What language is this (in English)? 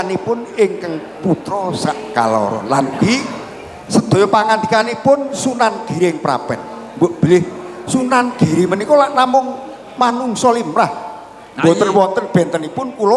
Javanese